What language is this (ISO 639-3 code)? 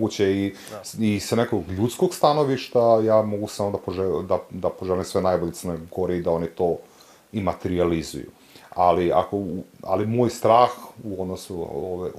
srp